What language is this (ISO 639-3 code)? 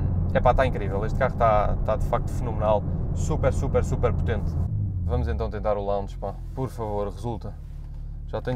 por